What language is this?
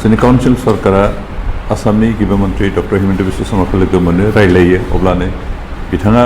Bodo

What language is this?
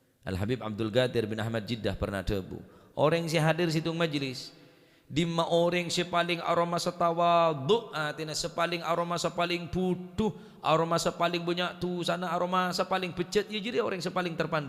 Madurese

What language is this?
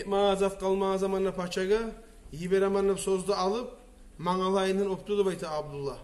Kumyk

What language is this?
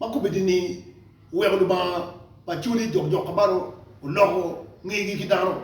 Acoli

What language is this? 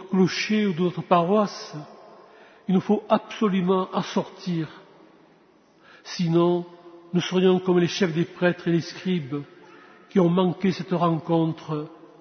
French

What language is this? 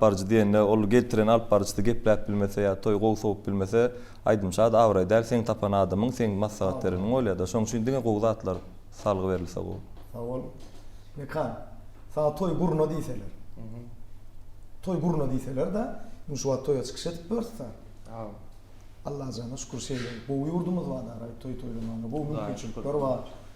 Turkmen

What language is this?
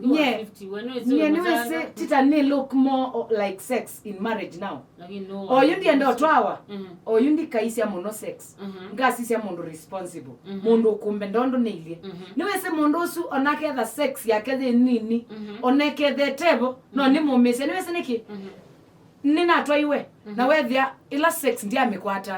Kamba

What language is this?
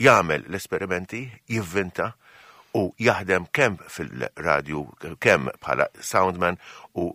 Maltese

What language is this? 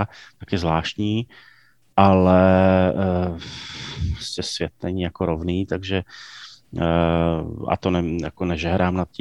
Czech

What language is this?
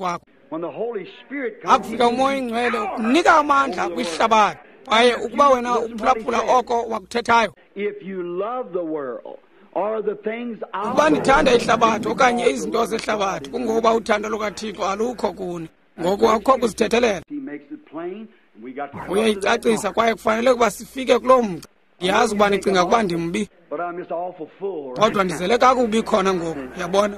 Xhosa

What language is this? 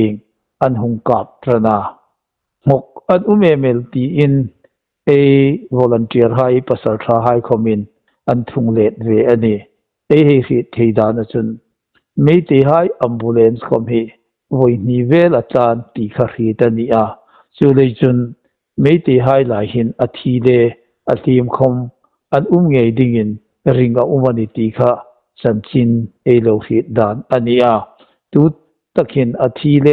Hmar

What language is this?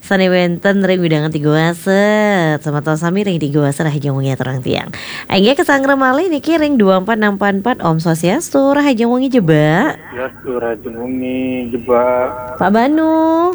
Balinese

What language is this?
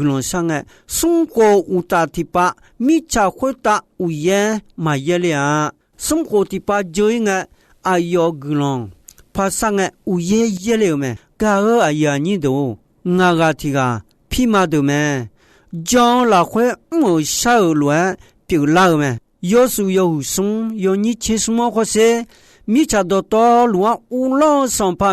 Akha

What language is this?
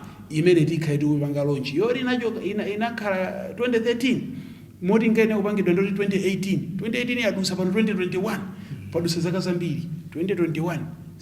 Nyanja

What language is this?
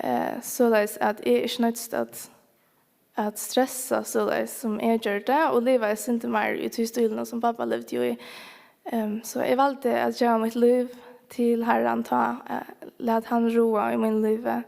Faroese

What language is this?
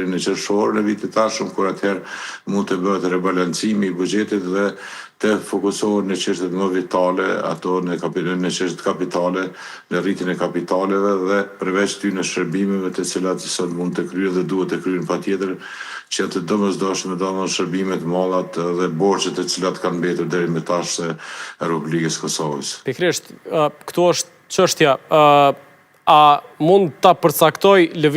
Albanian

